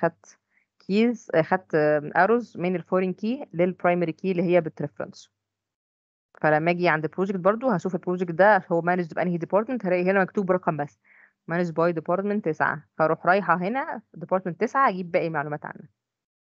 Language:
Egyptian Arabic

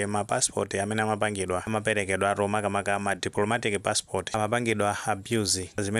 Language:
Nyanja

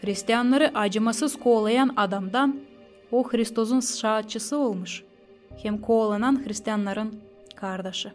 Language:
Gagauz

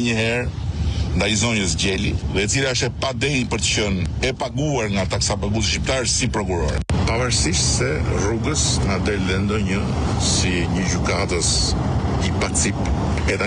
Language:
Albanian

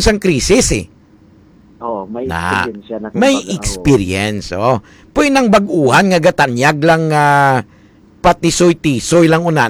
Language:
Hiligaynon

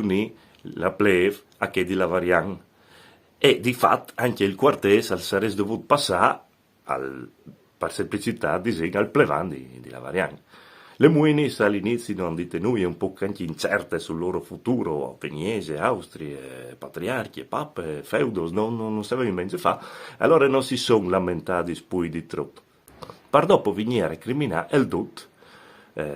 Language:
Friulian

